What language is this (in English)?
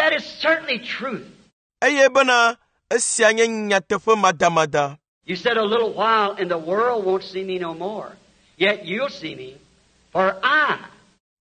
Ewe